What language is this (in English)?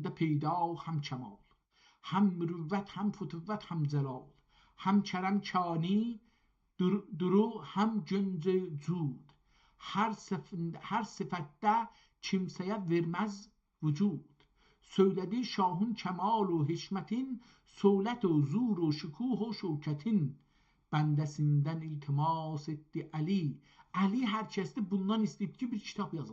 South Azerbaijani